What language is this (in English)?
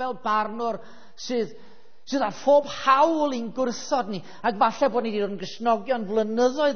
Welsh